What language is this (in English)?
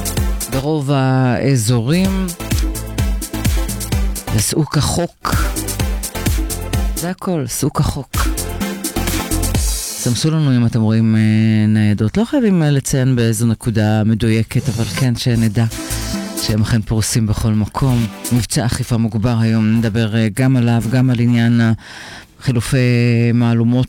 Hebrew